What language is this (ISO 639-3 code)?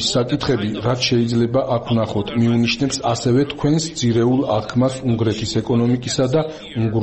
kat